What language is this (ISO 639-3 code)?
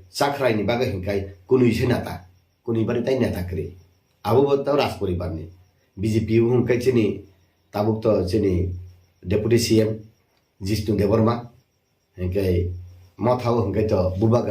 trp